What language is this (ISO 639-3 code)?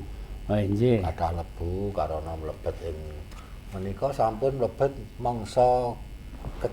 jav